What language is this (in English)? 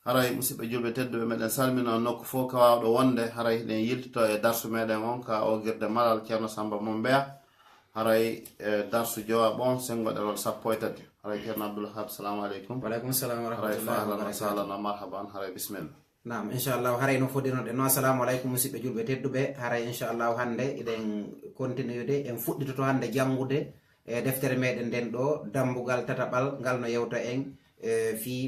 Fula